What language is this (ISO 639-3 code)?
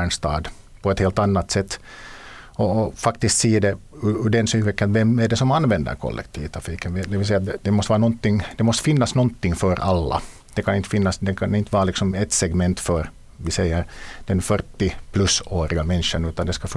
swe